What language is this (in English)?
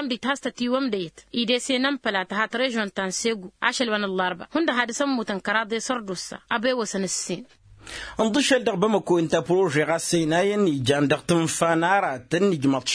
Tamasheq